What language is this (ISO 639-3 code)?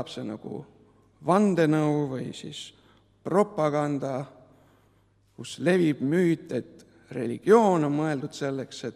est